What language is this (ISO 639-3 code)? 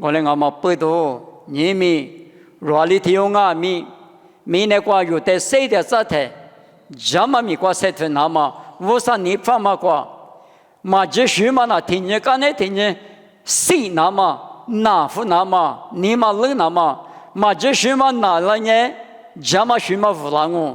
lis